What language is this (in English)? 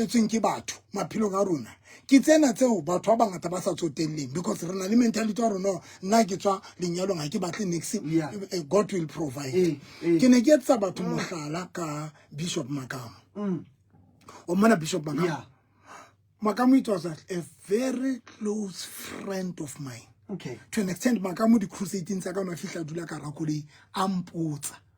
Southern Sotho